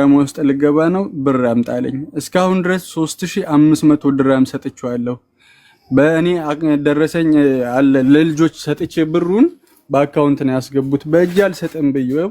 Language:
Amharic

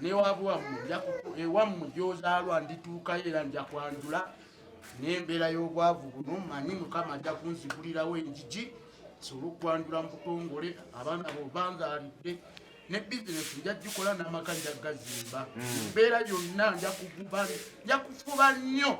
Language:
Ganda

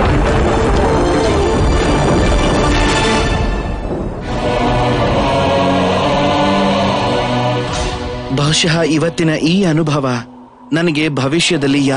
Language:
Kannada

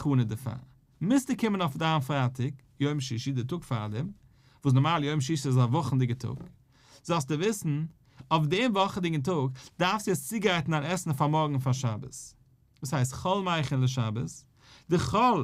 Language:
Yiddish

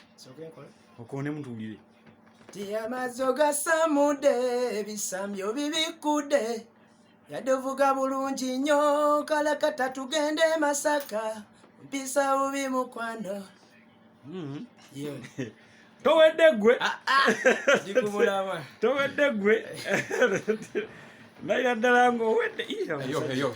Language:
Ganda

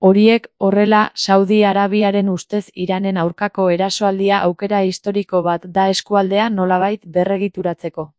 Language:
Basque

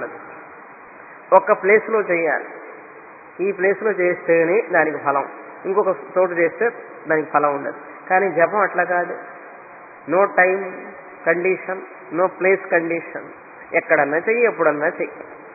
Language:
Telugu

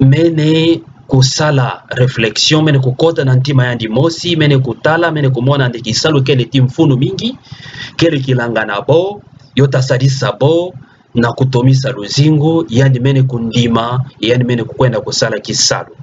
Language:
Kituba (Democratic Republic of Congo)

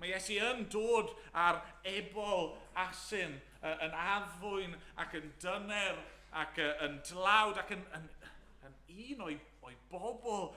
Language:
Welsh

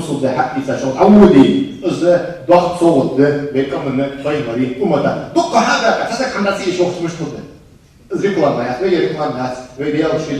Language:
Ingush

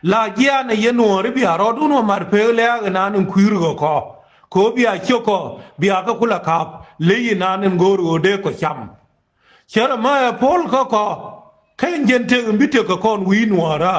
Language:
Nuer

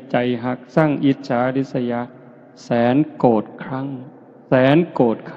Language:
Northeastern Thai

